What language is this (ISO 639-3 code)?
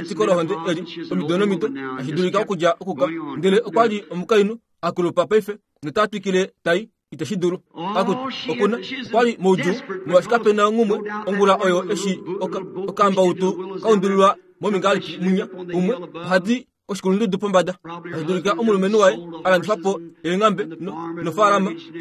kua